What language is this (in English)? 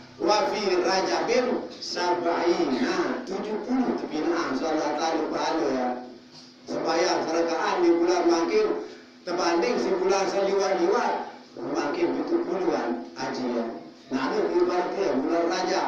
Sasak